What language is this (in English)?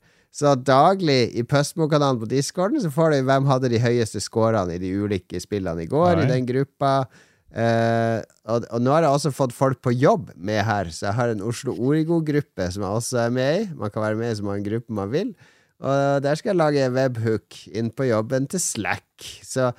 Norwegian